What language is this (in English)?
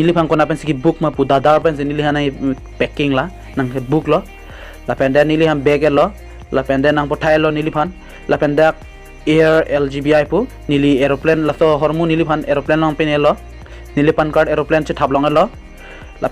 Karbi